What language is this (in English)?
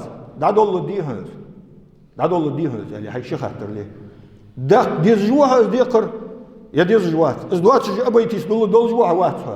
Ingush